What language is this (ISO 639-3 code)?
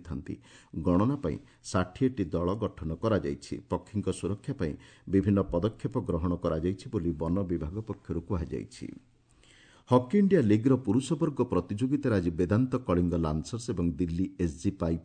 ori